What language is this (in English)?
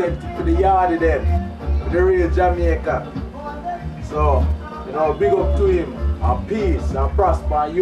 Jamaican Creole English